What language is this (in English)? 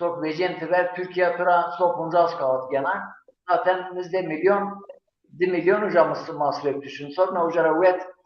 Zaza